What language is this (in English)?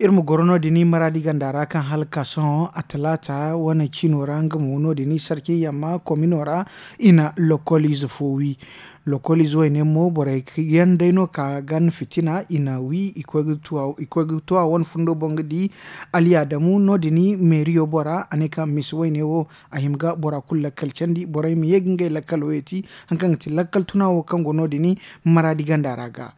Zarma